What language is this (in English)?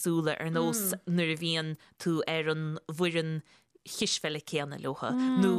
Irish